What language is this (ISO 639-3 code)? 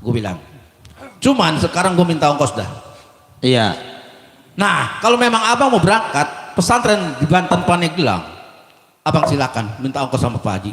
bew